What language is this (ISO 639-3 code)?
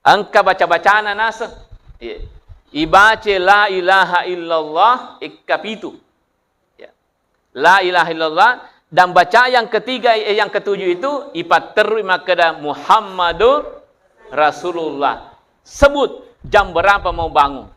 bug